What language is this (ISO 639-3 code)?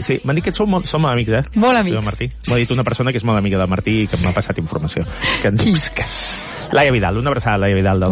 cat